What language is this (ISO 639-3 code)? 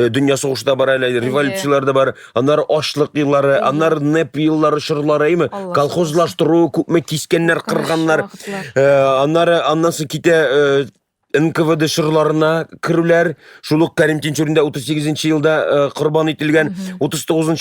tat